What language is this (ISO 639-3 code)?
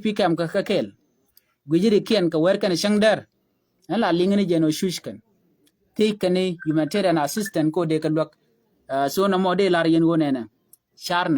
nus